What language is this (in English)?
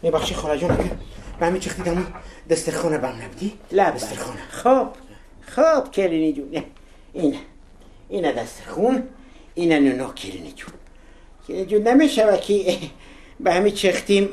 Tajik